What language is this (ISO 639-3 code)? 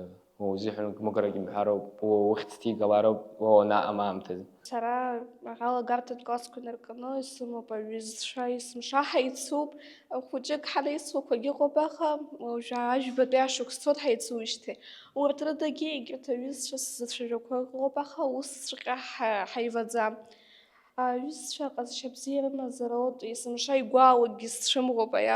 abk